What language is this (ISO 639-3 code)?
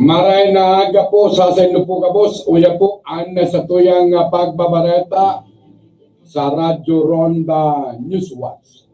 bik